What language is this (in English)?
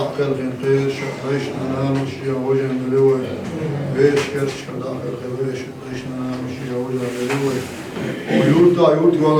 Chechen